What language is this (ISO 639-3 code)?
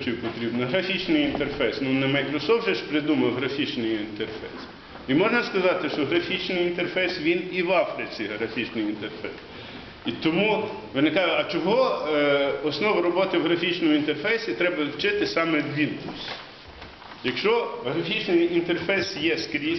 ukr